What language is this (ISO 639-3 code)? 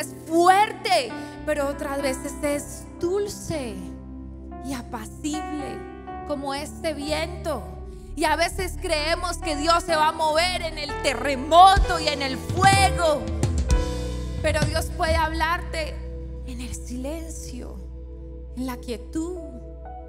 spa